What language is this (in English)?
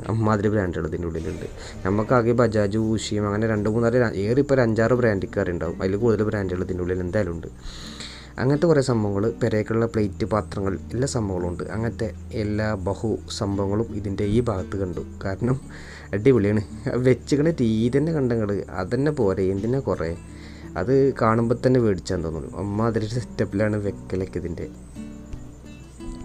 Malayalam